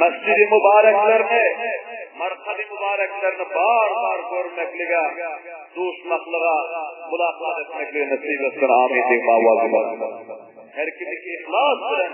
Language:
Turkmen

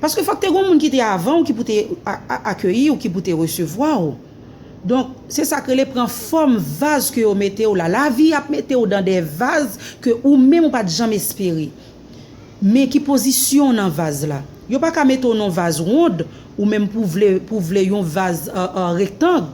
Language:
Haitian Creole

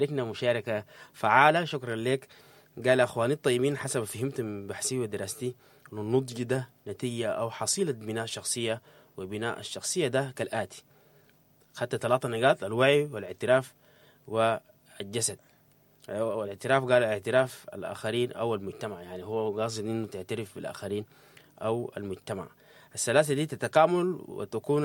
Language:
Sudanese Arabic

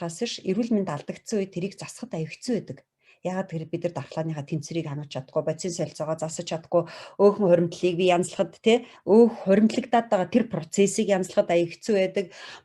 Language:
Mongolian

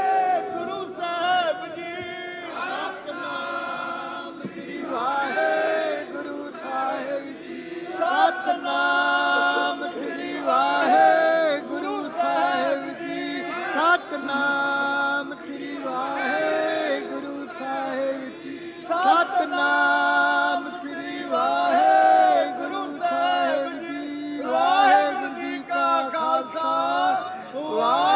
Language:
Punjabi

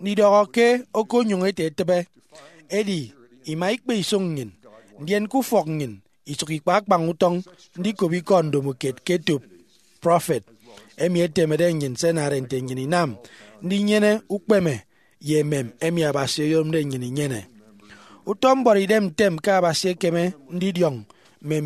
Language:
Efik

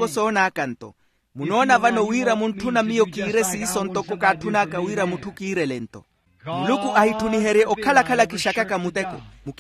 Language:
Makhuwa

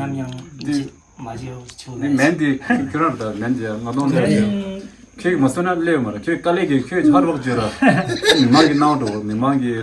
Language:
Tibetan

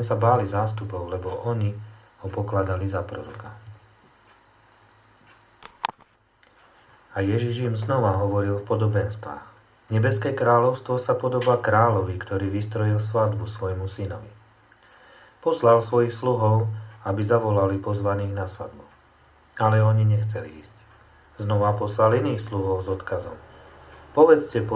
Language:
Slovak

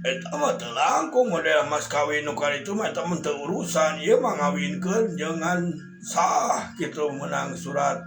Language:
Sundanese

